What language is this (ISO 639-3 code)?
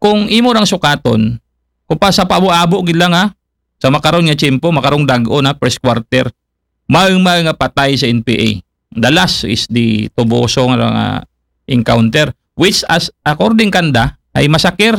akl